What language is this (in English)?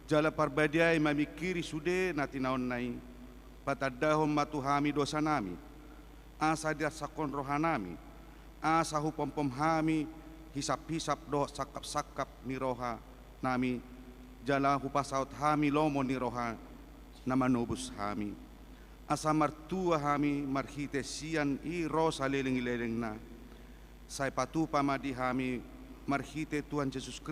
Batak Toba